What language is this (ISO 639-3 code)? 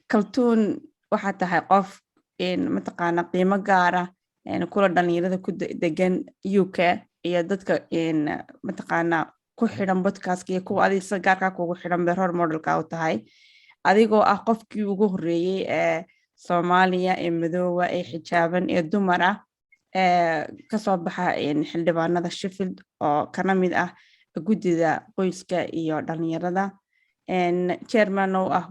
som